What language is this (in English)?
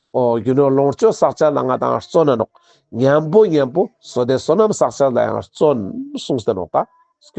Ladakhi